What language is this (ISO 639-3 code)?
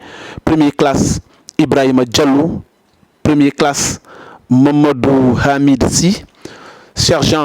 ful